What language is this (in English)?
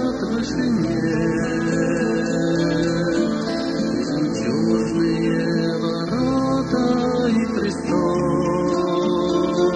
Russian